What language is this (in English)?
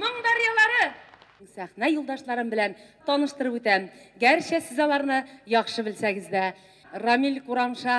Tatar